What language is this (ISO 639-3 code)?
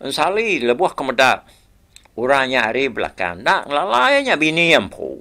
iba